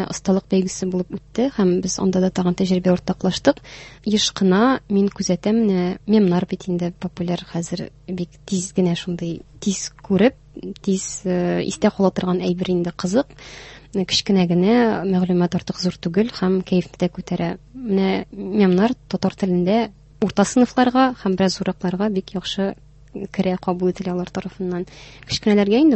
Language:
Tatar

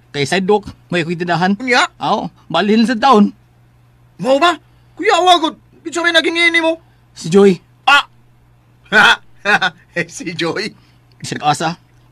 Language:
Cebuano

